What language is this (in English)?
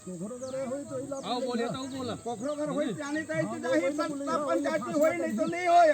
Chhattisgarhi